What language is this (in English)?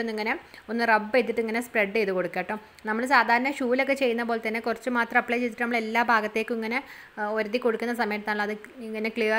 Malayalam